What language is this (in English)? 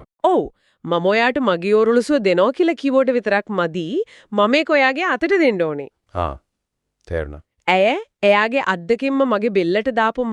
Sinhala